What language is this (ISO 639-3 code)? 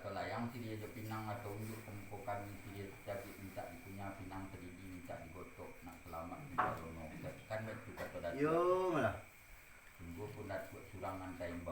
min